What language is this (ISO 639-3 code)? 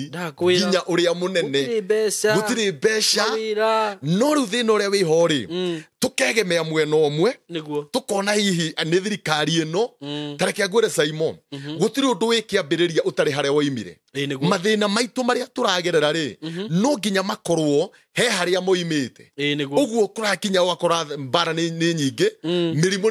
kik